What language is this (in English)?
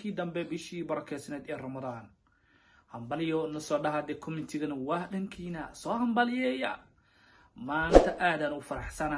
Somali